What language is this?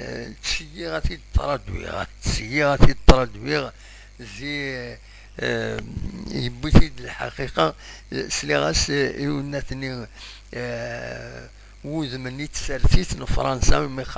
Kabyle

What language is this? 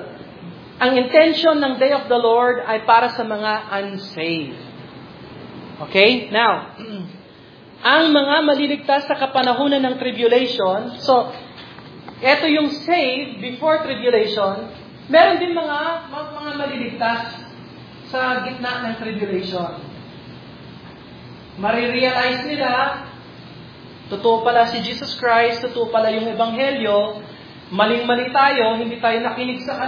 Filipino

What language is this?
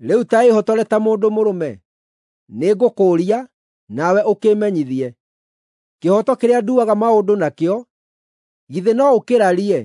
Kikuyu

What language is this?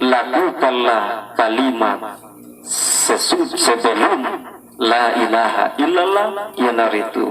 Buginese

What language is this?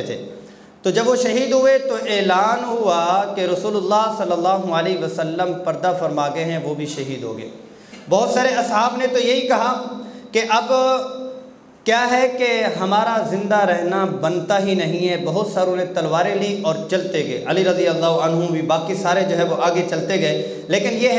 Urdu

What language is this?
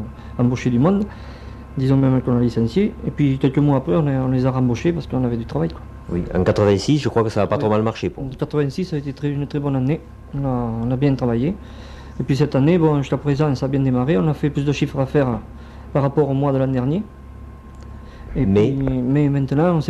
French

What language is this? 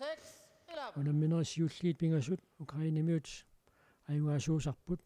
Kalaallisut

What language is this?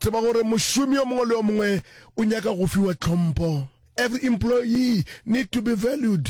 Northern Sotho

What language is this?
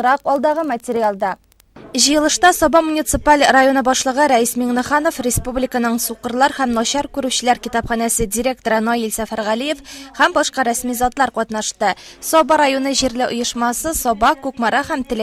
Tatar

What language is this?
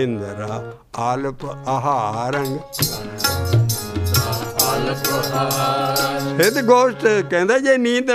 Punjabi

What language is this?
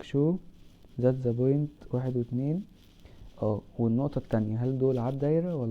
Egyptian Arabic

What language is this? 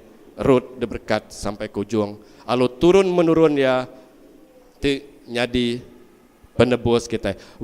Iban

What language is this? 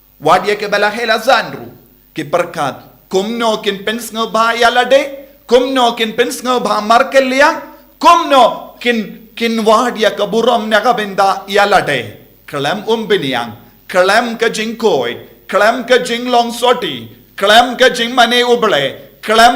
Khasi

